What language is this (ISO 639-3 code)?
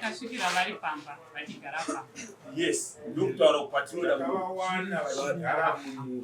sna